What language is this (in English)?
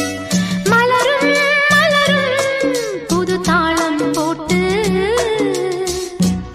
Tamil